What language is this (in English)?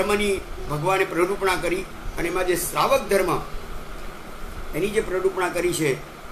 Gujarati